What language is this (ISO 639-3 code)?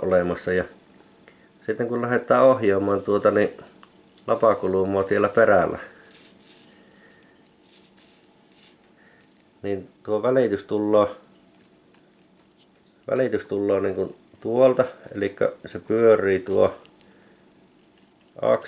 fin